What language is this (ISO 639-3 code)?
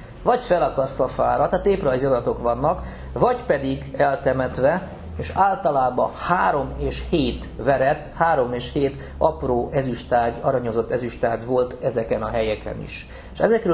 hun